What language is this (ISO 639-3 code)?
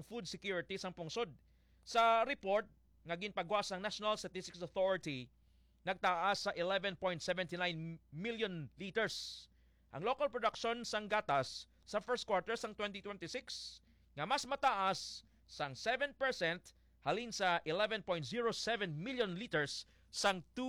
hil